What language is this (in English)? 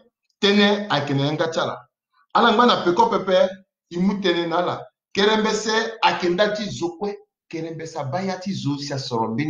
Sango